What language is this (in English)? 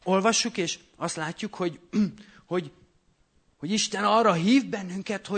Hungarian